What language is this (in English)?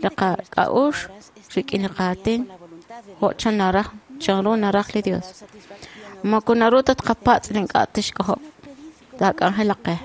Kekchí